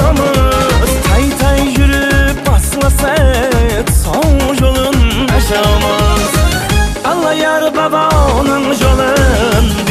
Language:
Kara-Kalpak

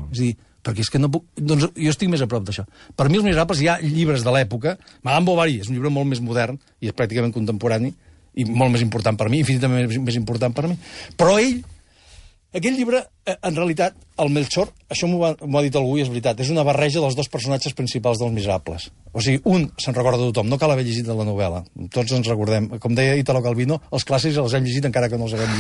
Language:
Catalan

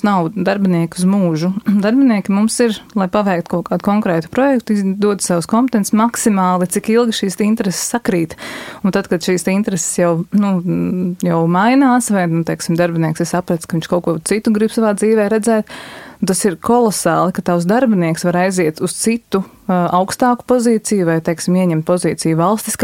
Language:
Latvian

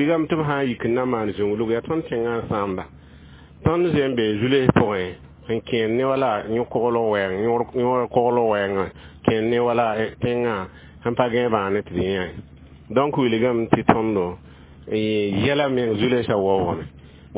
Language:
Mossi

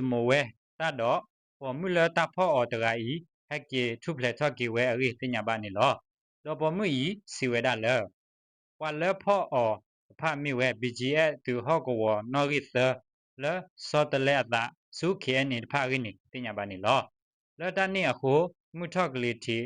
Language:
S'gaw Karen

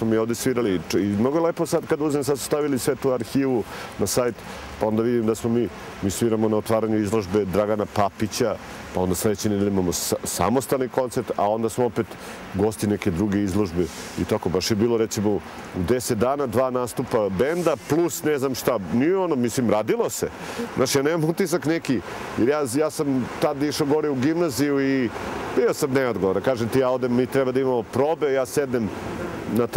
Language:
Serbian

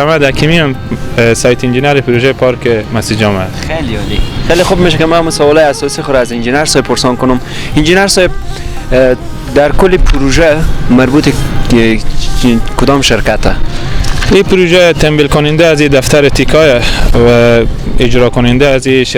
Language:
Persian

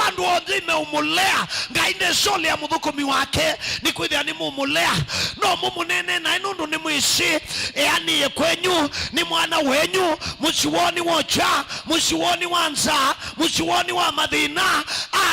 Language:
Kamba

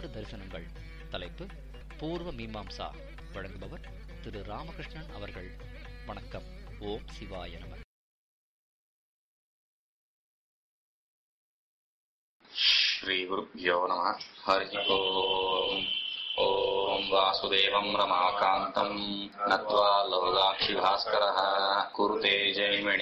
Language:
Tamil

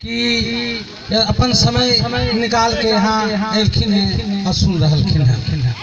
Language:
Magahi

